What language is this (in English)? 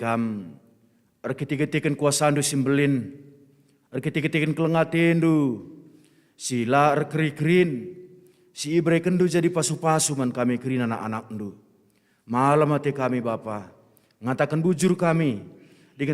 Batak Karo